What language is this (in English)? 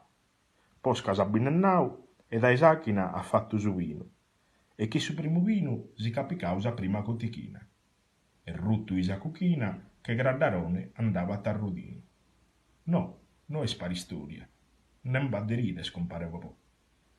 Sardinian